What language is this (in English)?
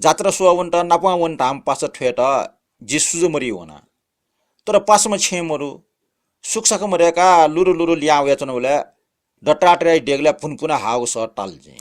Newari